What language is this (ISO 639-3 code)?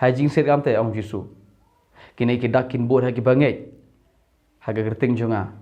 kha